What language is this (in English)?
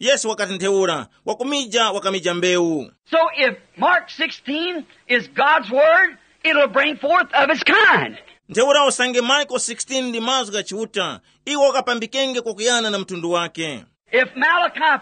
Tumbuka